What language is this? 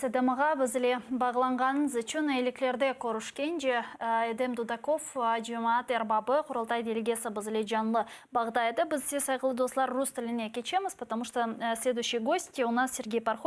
Crimean Tatar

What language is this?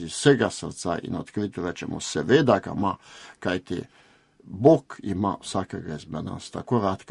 Slovenian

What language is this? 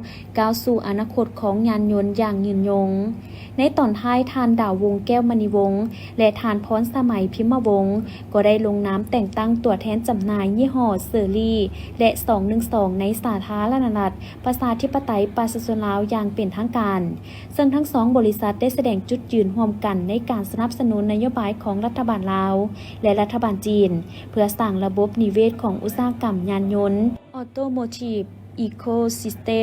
Lao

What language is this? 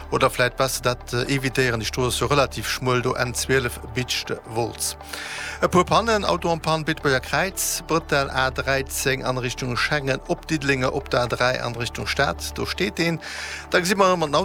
Luxembourgish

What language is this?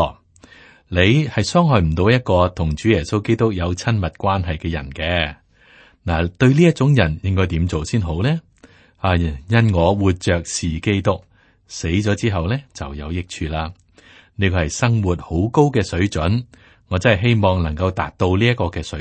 Cantonese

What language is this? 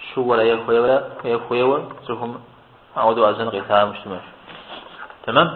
Kabardian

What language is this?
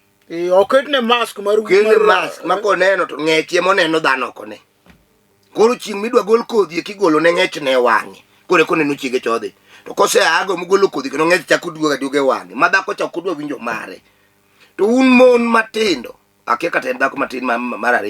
Luo (Kenya and Tanzania)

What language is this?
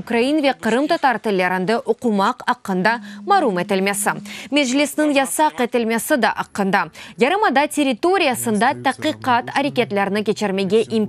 Crimean Tatar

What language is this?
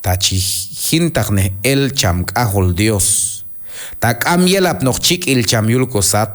Q'anjob'al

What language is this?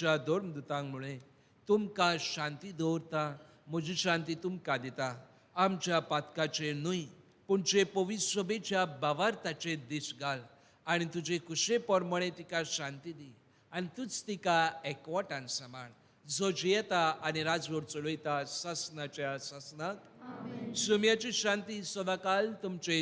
Konkani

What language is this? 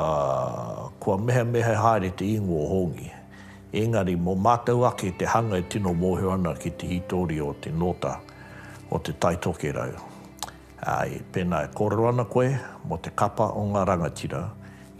Māori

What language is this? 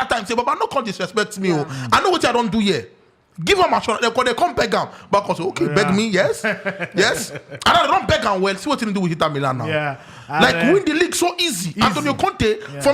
Nigerian Pidgin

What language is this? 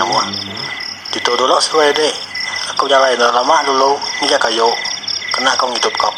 Iban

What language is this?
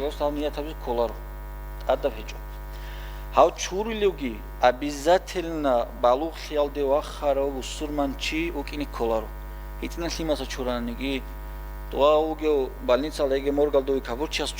Avaric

